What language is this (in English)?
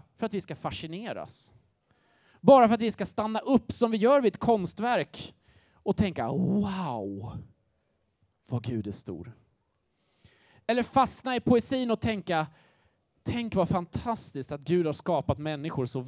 Swedish